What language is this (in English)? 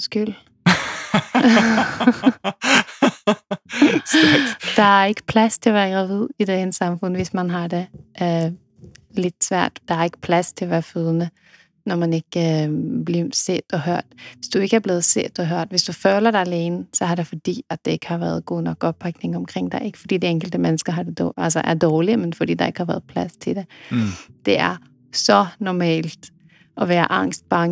Danish